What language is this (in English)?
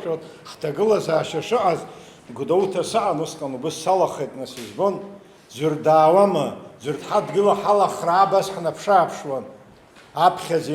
Abkhazian